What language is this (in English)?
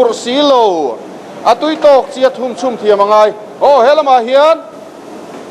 Mizo